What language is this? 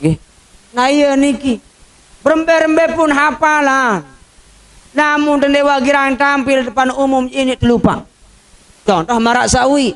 Sasak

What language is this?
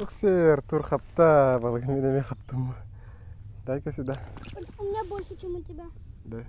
Yakut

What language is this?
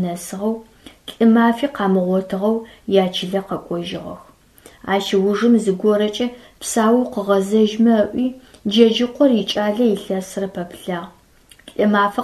Adyghe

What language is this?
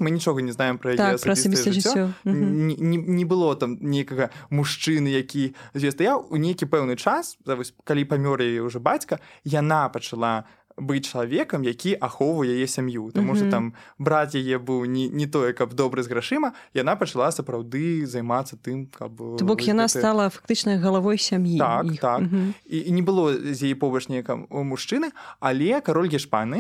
Belarusian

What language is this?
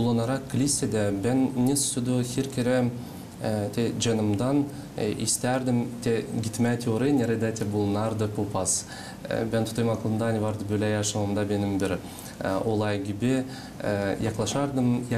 Gagauz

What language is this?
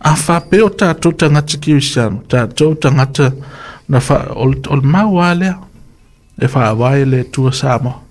Samoan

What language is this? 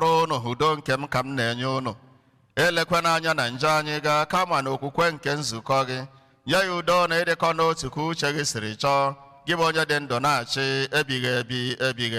Igbo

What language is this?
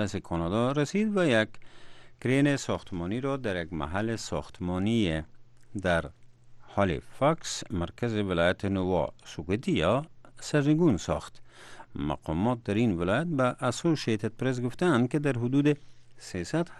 Persian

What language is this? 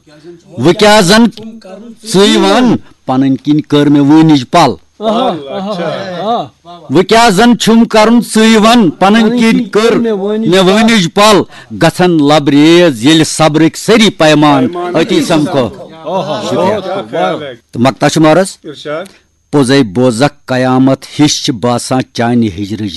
Kashmiri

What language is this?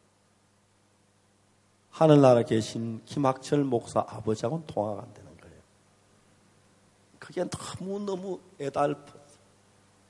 Korean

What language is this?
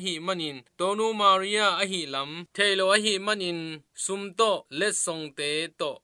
Tedim Chin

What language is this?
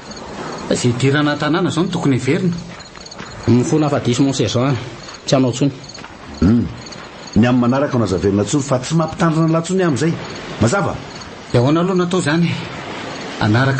Malagasy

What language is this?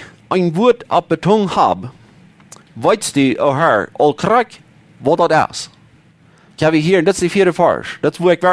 Plautdietsch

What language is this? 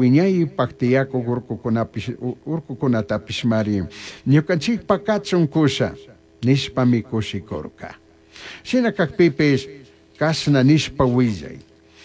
Chimborazo Highland Quichua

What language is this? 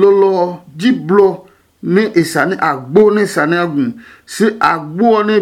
Adangme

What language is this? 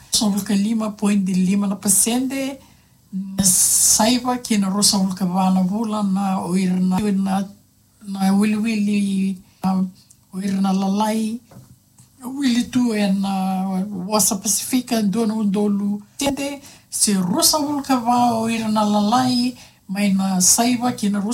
Fijian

